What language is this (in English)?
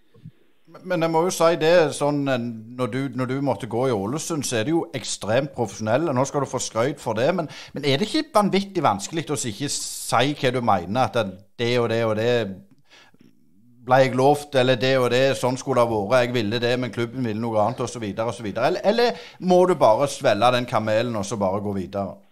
Norwegian